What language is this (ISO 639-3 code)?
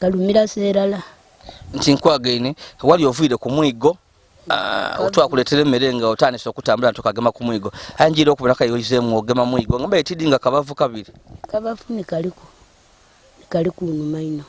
lug